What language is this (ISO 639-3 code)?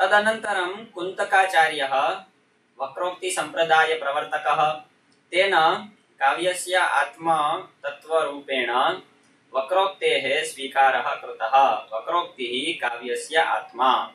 san